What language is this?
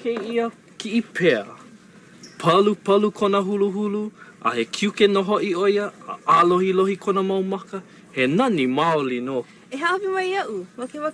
Hawaiian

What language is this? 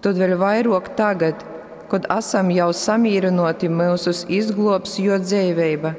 Latgalian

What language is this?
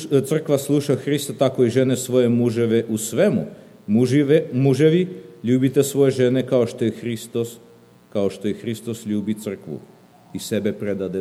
Serbian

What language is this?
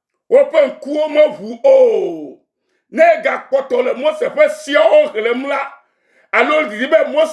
Ewe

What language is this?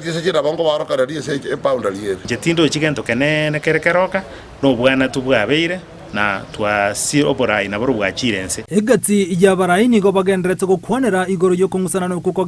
Gusii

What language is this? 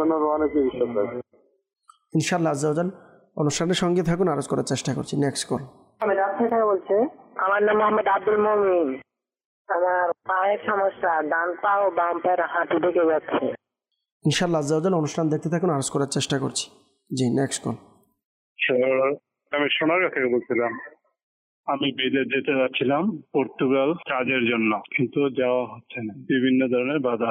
Bangla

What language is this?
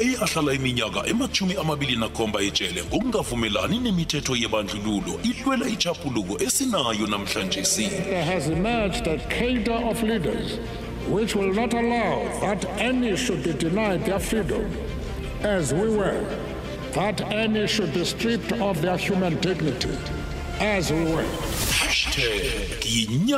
South Ndebele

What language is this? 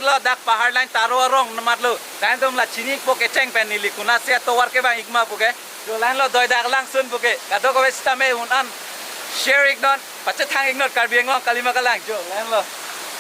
Karbi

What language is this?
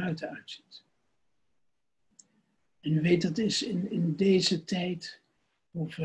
Dutch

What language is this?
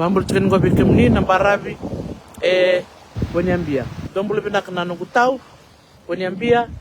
Fijian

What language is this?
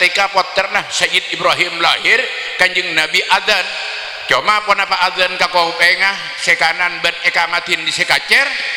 Madurese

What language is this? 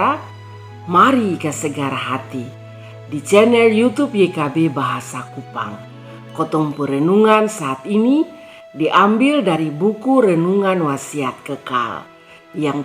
Kupang Malay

